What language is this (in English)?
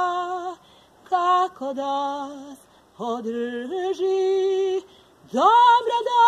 Serbian